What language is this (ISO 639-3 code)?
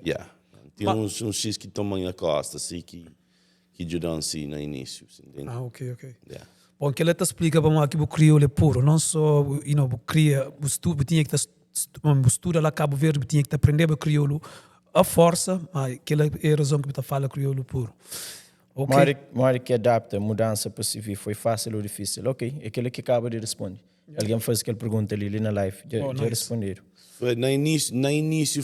kea